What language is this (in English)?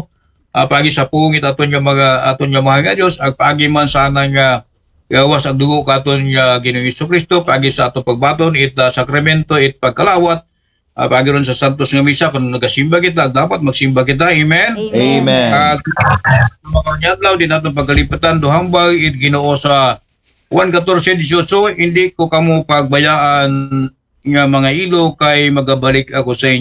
Aklanon